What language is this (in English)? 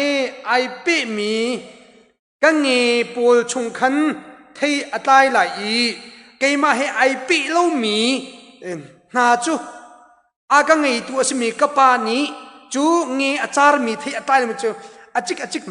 Hakha Chin